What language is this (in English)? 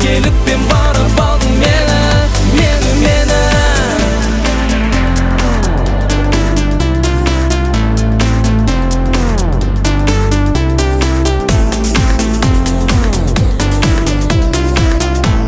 Kazakh